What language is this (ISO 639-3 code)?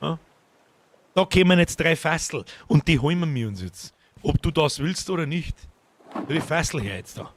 bar